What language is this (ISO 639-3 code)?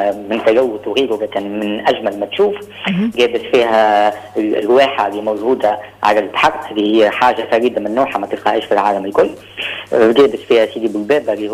aeb